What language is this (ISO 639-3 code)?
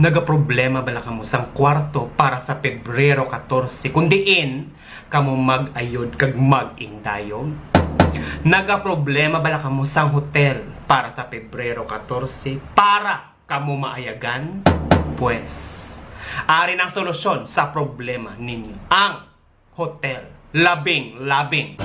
hil